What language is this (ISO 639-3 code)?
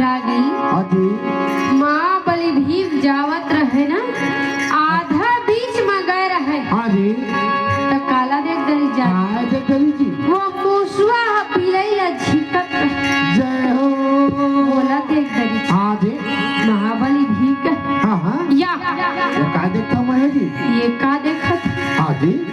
hne